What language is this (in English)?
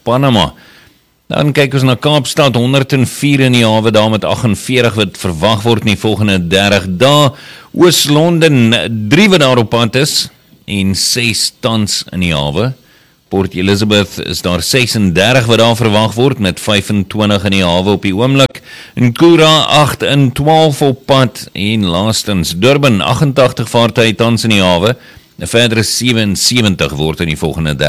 Afrikaans